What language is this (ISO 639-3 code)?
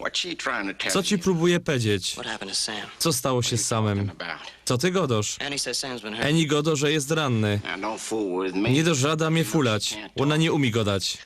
szl